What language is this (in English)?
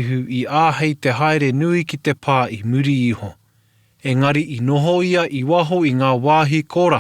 Māori